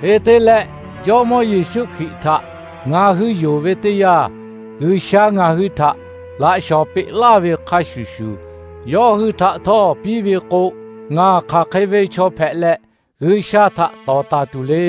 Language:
Lahu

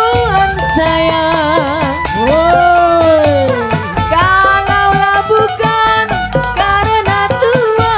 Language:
Betawi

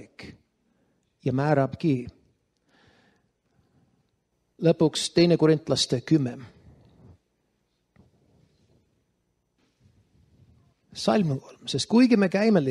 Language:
Estonian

